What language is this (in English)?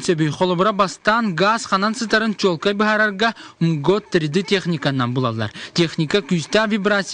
Yakut